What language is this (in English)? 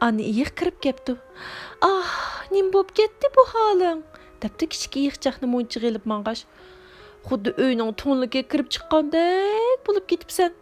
Uyghur